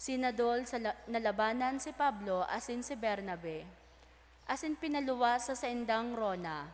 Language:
Bikol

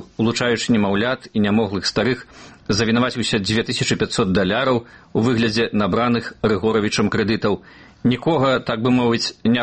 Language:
Belarusian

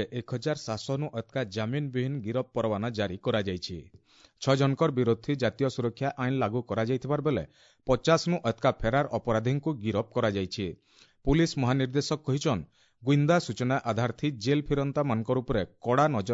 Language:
Odia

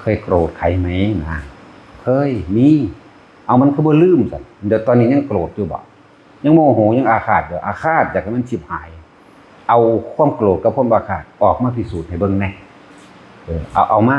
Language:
Northeastern Thai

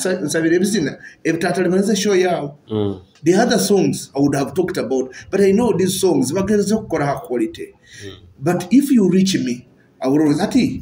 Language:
Nyoro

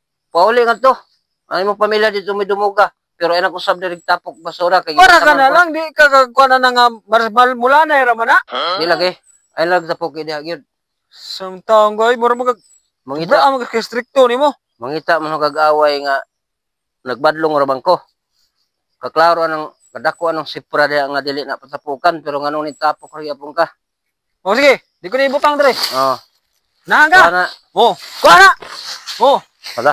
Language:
Cebuano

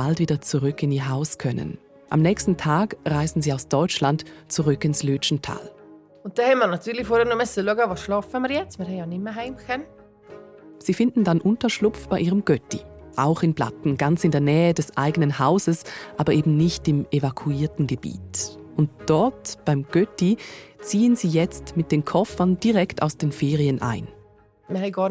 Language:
Swiss German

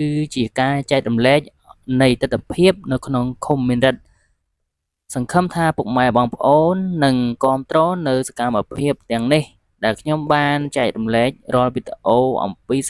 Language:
Khmer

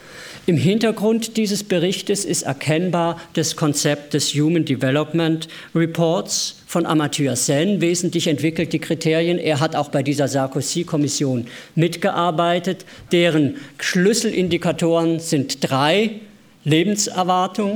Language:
German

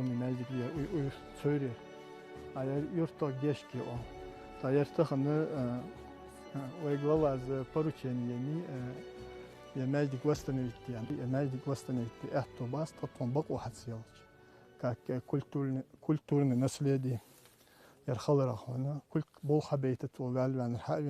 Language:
Ingush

